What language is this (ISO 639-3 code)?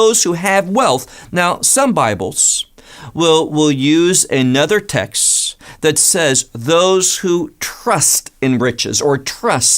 eng